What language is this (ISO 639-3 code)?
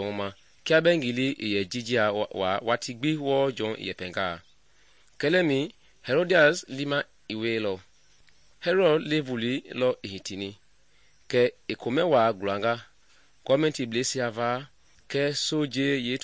men